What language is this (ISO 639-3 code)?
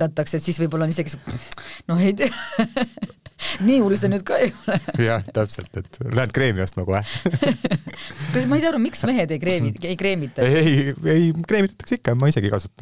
est